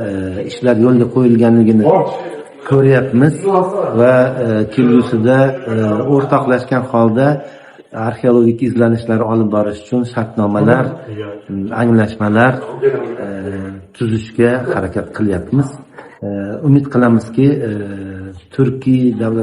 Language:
Uzbek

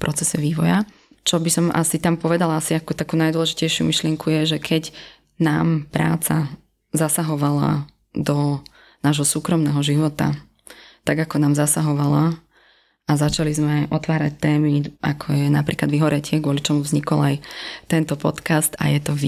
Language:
Slovak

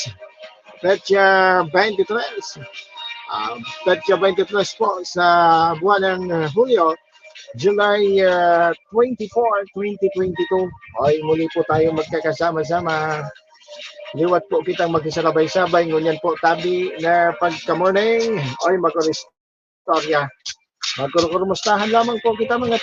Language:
Bikol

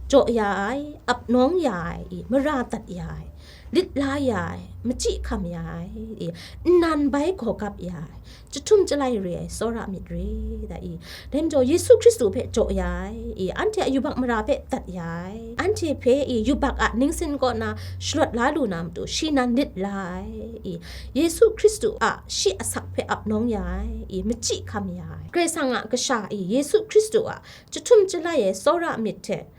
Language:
Kachin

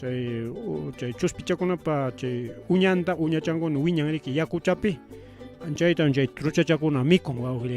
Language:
Ayacucho Quechua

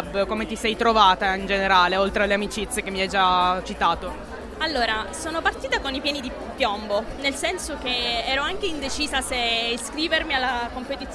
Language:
Italian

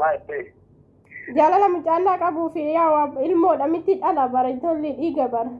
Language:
Oromo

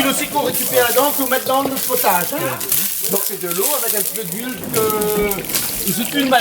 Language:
Réunion Creole French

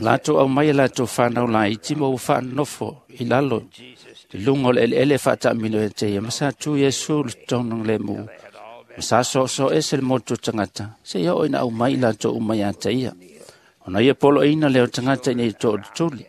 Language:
Samoan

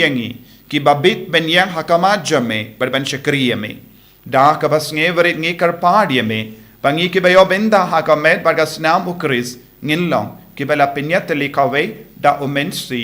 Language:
Khasi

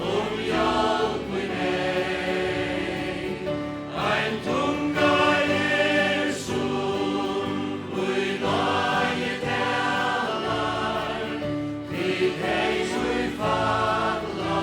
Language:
Faroese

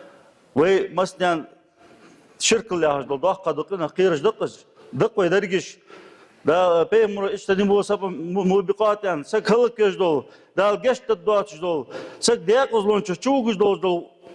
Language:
Ingush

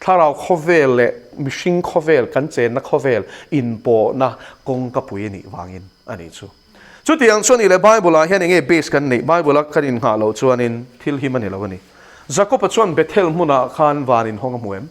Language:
Mizo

